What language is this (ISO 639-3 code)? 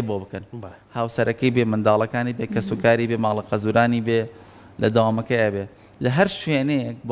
ckb